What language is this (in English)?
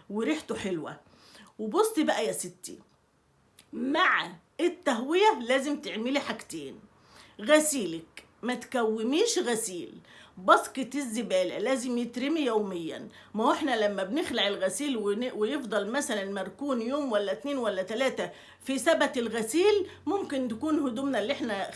Egyptian Arabic